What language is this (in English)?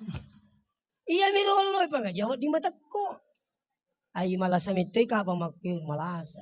Buginese